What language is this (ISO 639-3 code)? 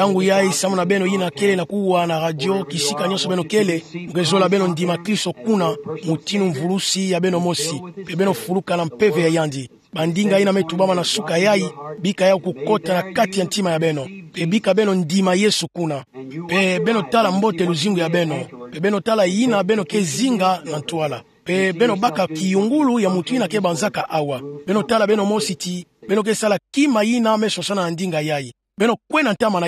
ktu